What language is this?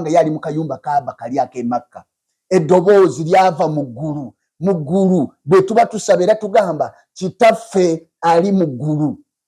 Ganda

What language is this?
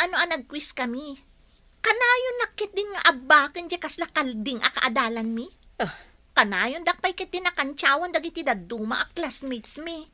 Iloko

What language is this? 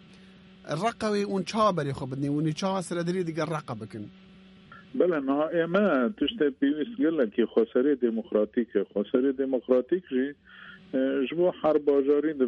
Kurdish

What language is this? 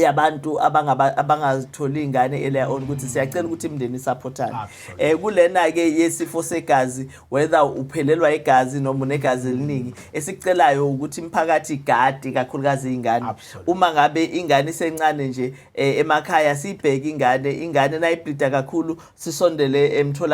Zulu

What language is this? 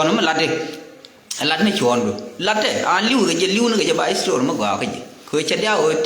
Nuer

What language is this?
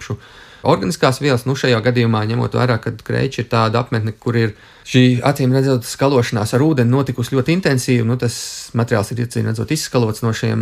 Latvian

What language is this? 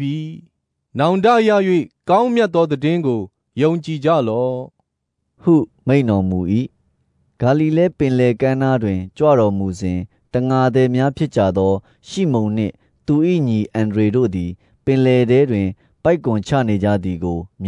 Burmese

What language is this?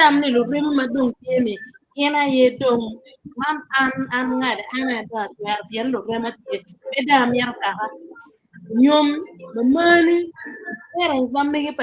Acoli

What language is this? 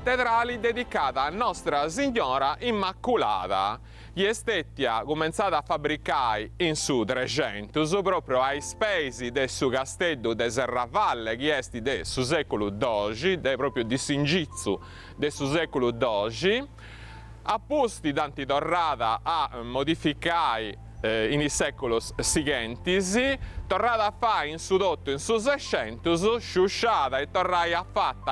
Sardinian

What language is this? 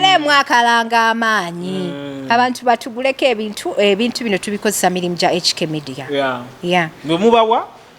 Ganda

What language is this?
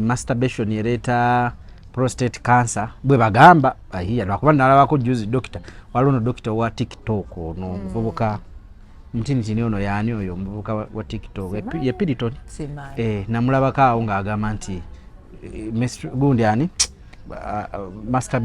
Ganda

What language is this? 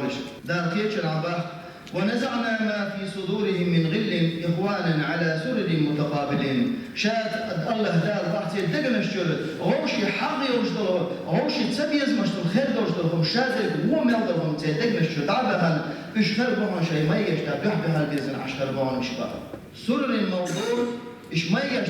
Chechen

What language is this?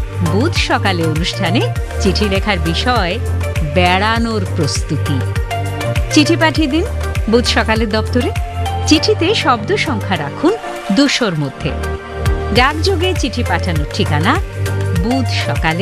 Bangla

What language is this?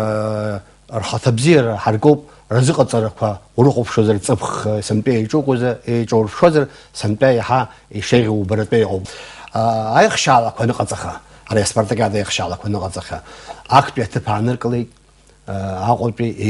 Abkhazian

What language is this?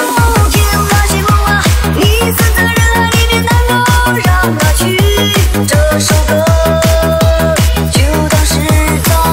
Chinese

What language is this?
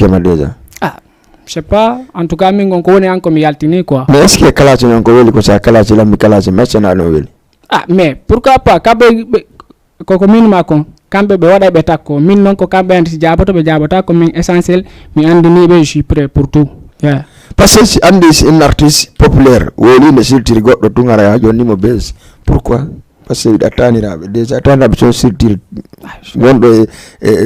Fula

